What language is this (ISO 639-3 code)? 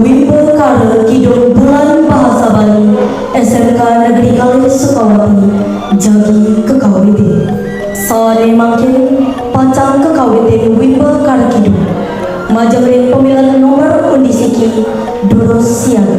ban